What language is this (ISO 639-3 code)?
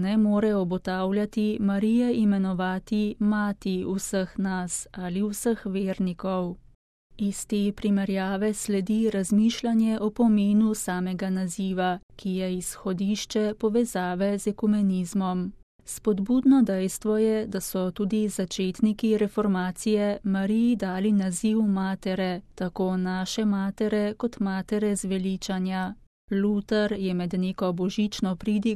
slv